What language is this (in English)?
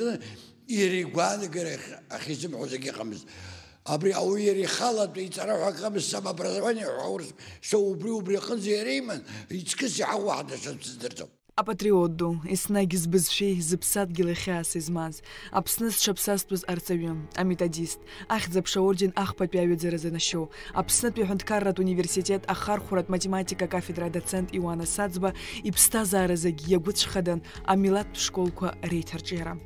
Abkhazian